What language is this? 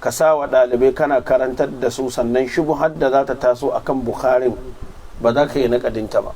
Hausa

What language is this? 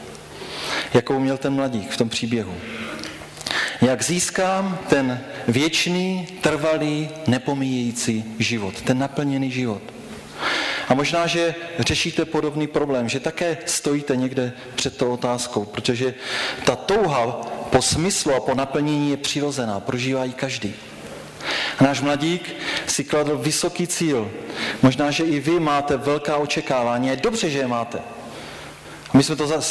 Czech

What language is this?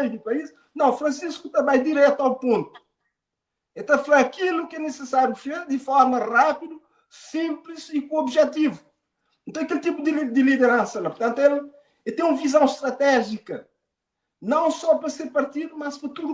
Kabuverdianu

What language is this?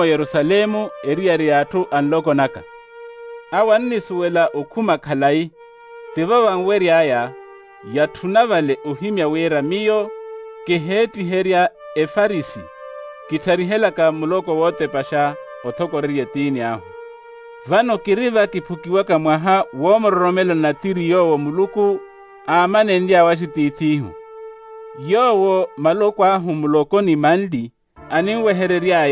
Makhuwa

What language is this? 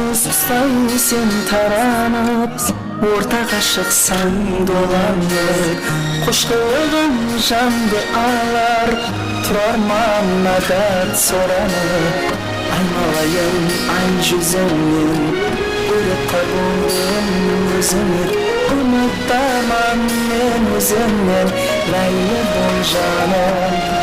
Kara-Kalpak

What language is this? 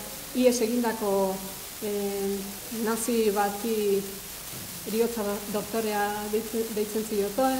Basque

